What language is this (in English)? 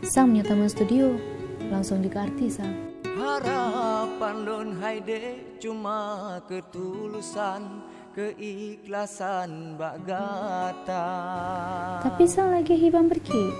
Achinese